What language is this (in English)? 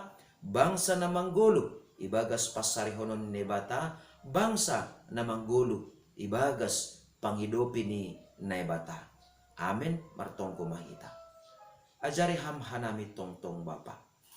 Batak Simalungun